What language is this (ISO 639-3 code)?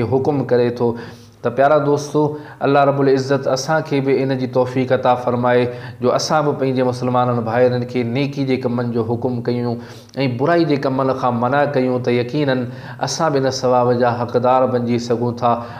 snd